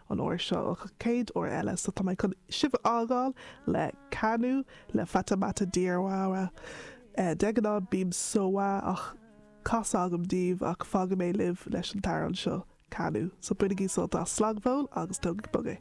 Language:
Irish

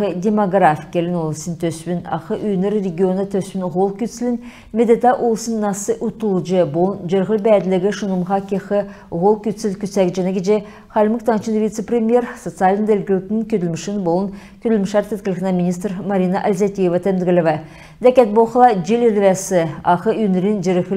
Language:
Kalmyk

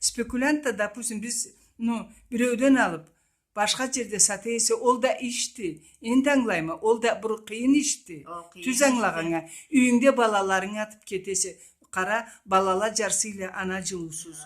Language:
Karachay-Balkar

